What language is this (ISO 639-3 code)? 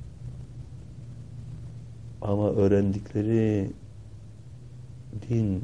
tur